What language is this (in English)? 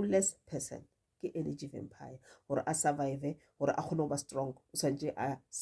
Northern Sotho